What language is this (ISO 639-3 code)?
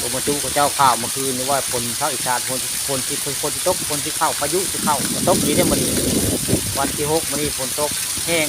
tts